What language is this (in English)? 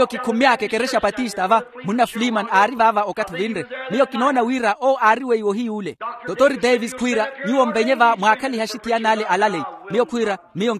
Makhuwa